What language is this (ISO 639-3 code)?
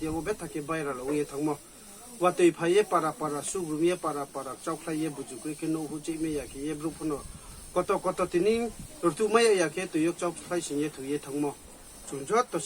ria